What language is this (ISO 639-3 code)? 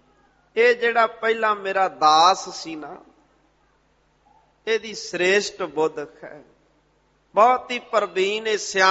pan